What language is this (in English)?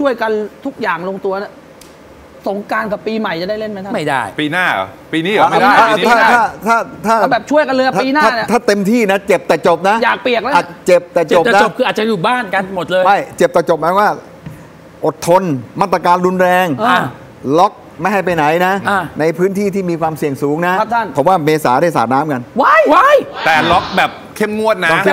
Thai